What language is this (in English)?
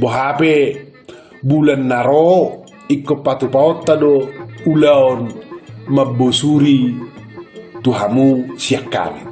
Batak Toba